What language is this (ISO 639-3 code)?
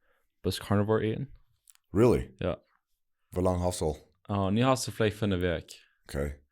pdt